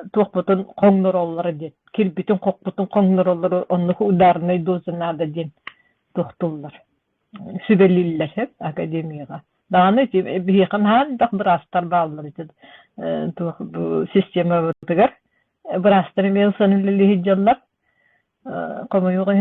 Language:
Yakut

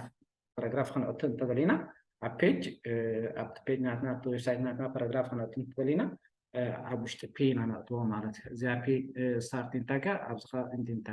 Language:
Tigrinya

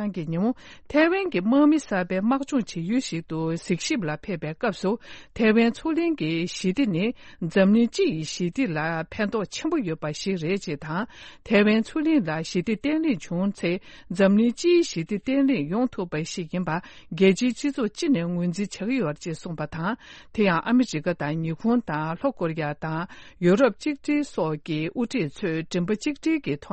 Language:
Tibetan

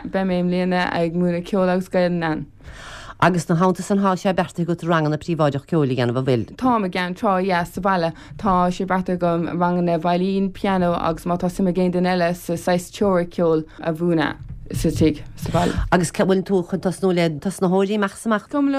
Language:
Irish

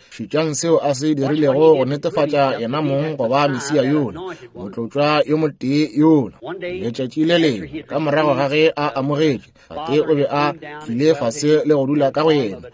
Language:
Northern Sotho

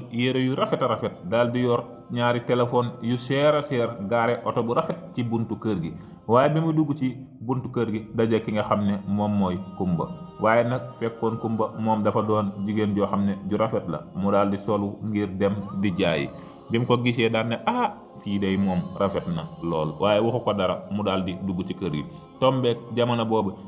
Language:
Wolof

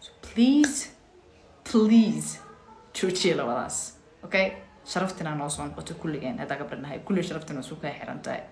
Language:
Somali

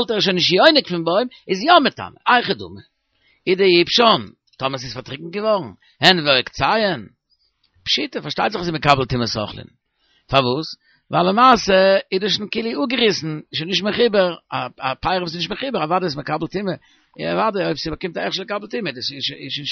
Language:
Yiddish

